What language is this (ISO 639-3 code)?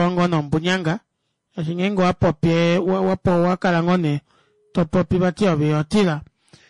kua